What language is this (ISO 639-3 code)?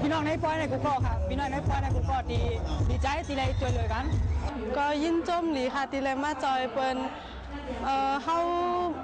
shn